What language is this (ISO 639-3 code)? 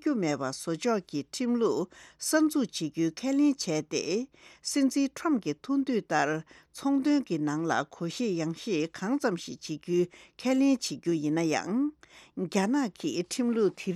bod